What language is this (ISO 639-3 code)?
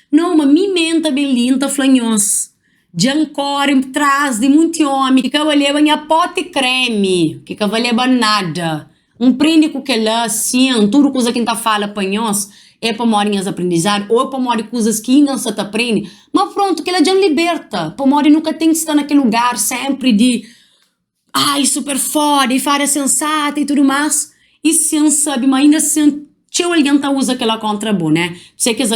kea